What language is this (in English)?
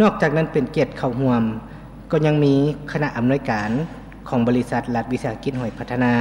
Lao